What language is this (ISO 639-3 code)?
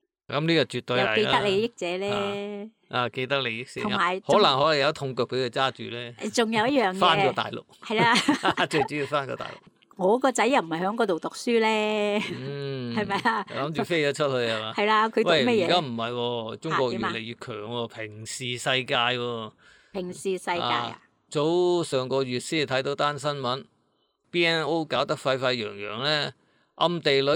yue